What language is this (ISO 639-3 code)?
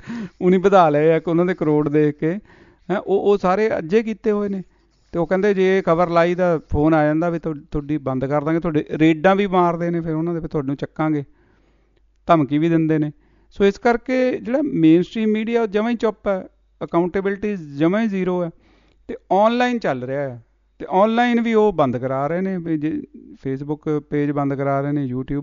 pan